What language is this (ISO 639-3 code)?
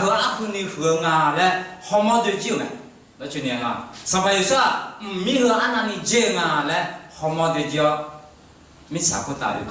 ahk